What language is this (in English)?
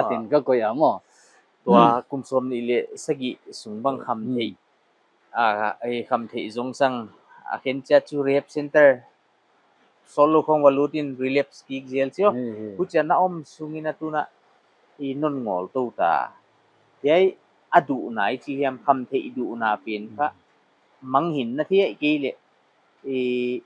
Paite Chin